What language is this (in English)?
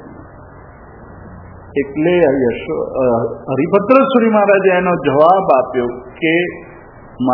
Gujarati